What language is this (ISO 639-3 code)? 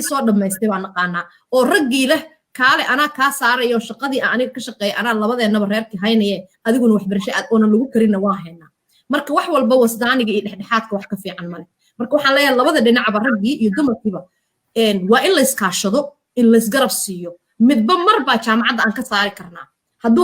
som